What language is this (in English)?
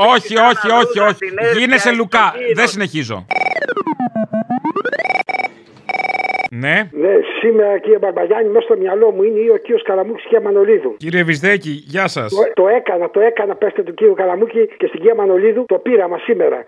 Greek